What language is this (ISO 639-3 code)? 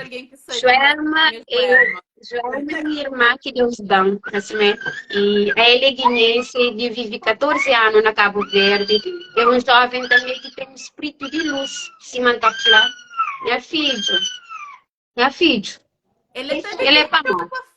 kea